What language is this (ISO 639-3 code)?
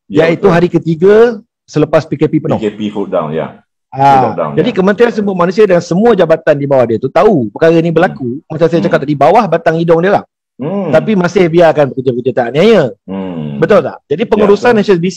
msa